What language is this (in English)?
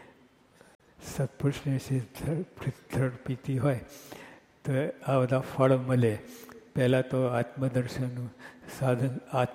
Gujarati